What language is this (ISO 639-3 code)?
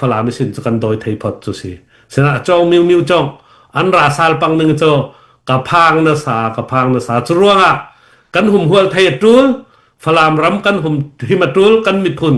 cfm